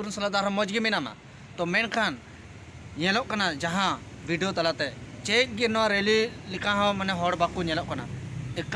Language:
Santali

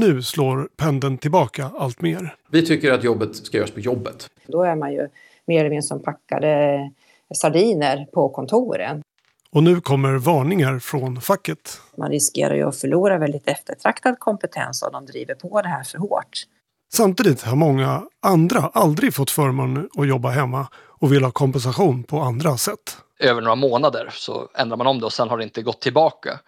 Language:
Swedish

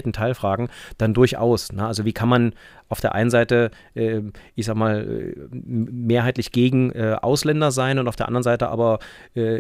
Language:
German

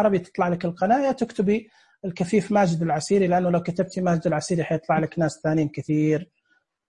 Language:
Najdi Arabic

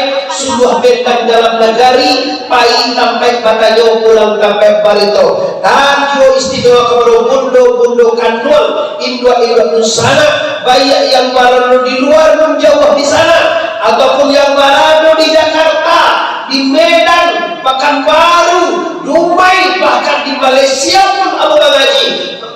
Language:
Minangkabau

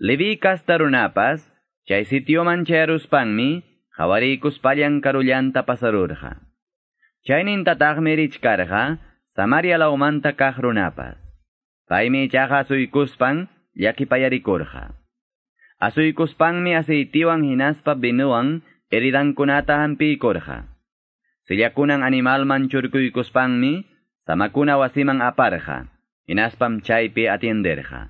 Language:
Quechua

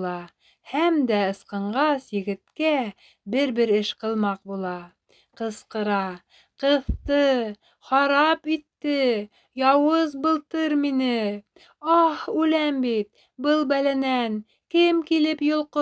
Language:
Bashkir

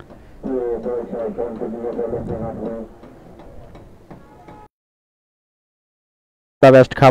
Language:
Hindi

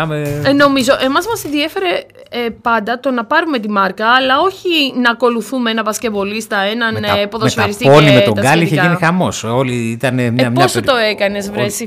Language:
Greek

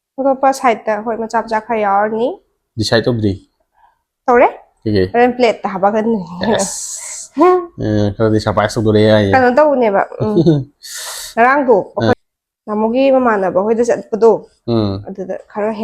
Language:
Manipuri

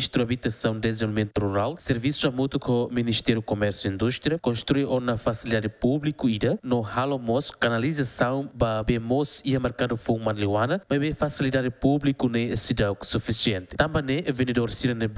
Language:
Tetum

